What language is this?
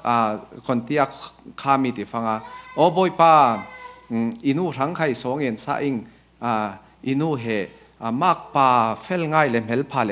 Falam Chin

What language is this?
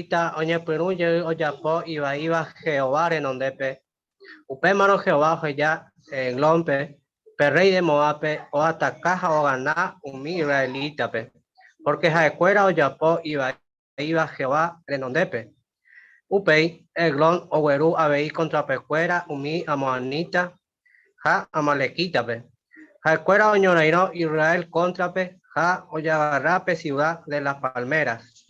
Guarani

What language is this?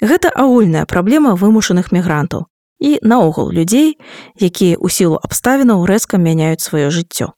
Belarusian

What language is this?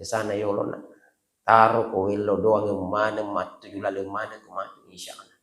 Buginese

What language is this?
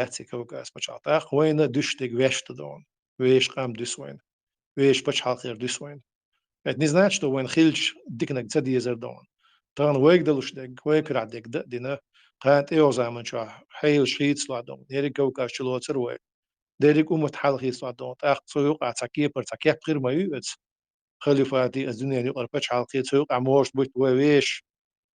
Chechen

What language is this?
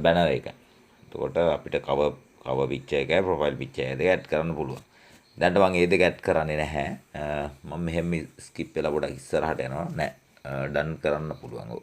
Sinhala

